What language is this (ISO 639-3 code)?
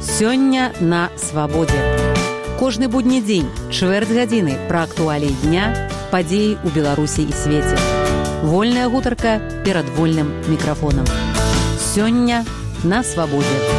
bel